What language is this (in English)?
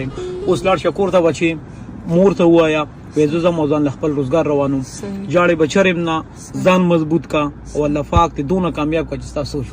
Pashto